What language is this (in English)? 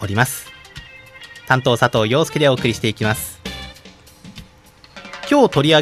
Japanese